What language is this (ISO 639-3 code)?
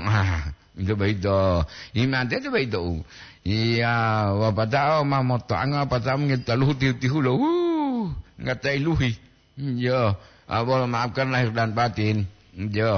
gor